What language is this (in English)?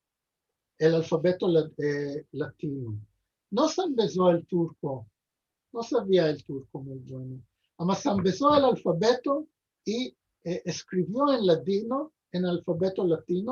Ladino